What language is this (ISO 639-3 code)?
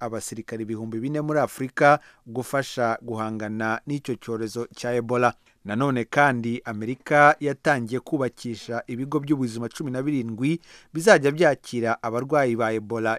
kin